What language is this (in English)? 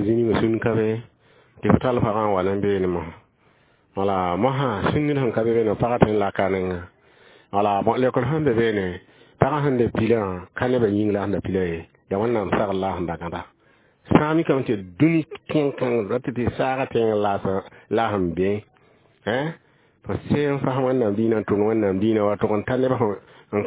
Mossi